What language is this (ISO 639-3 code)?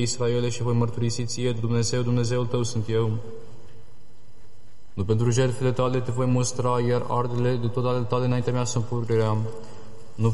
ron